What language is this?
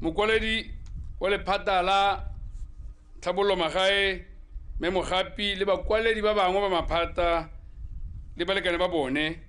Tswana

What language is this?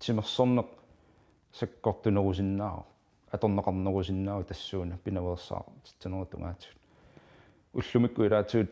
Kalaallisut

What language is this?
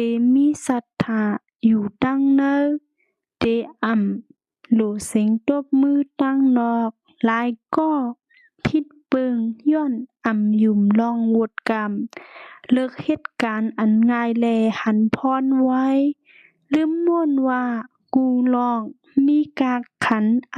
Shan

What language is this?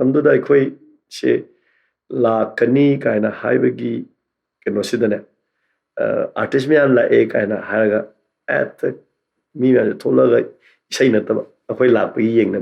Manipuri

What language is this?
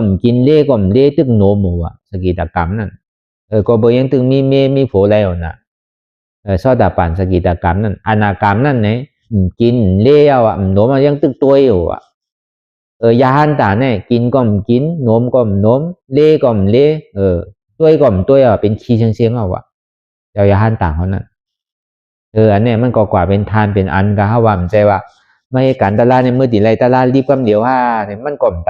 Shan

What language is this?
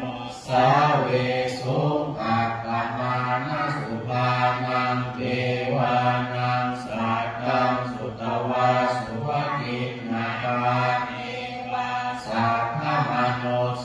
Pali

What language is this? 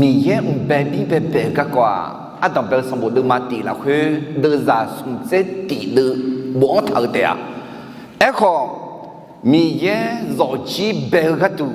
Akha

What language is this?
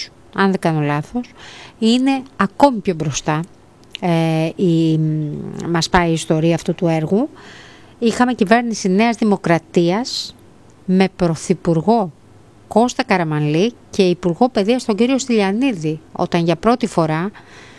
Greek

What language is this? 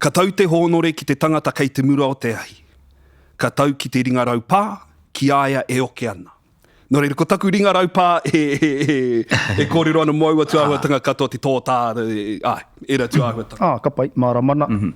Māori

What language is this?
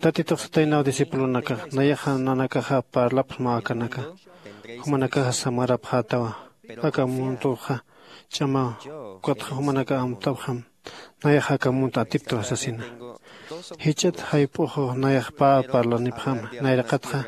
Aymara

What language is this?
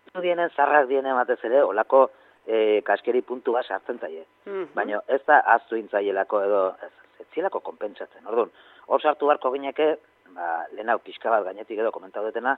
Basque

